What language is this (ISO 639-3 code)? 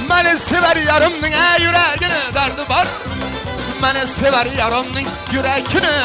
kaa